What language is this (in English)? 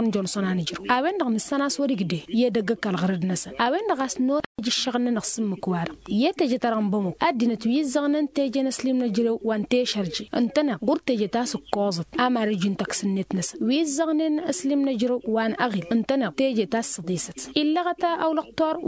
Tamasheq